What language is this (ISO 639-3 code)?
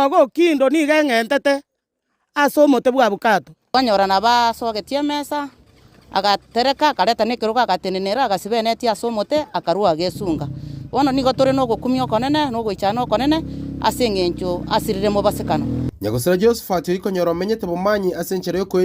guz